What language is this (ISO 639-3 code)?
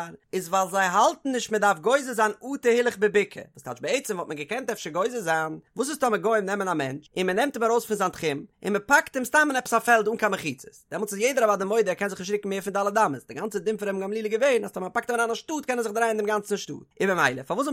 yid